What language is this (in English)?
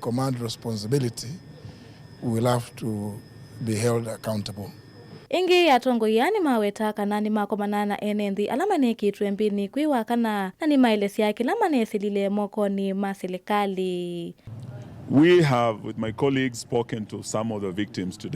Kamba